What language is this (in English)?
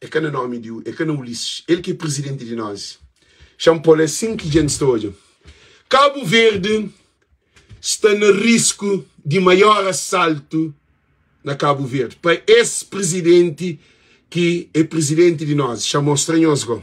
Kabuverdianu